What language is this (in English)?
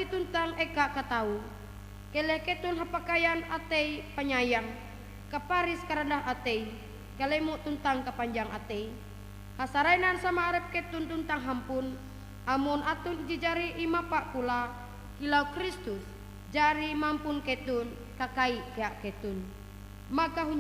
Ngaju